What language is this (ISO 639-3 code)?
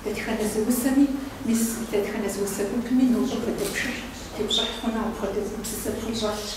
kbd